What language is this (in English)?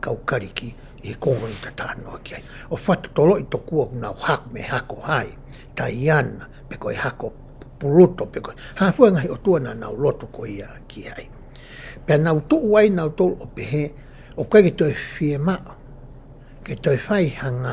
Tongan